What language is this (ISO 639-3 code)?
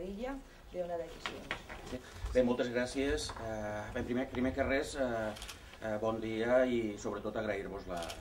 cat